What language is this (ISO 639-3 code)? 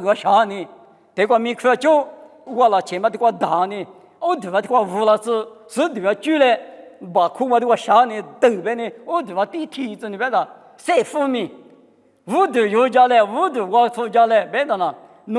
lis